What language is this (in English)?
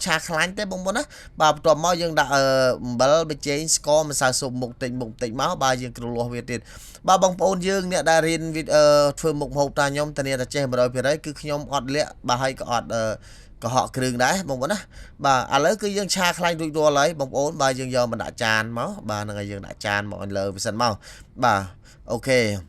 Khmer